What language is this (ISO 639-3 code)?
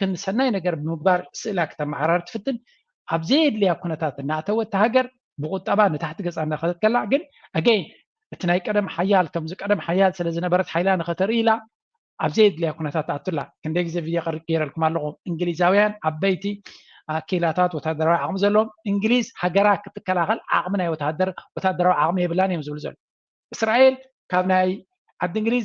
tir